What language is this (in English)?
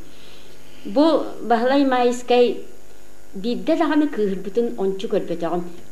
Yakut